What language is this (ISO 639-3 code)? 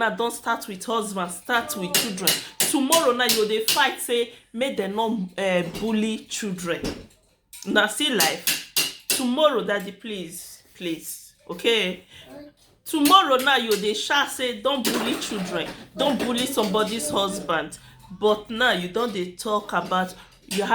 pcm